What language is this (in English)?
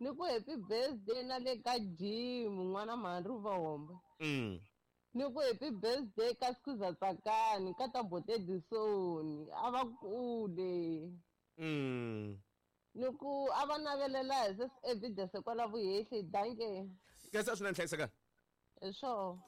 Tsonga